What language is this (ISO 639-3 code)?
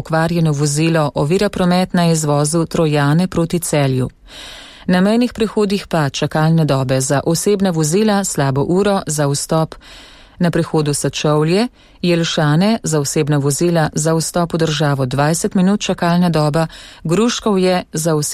slv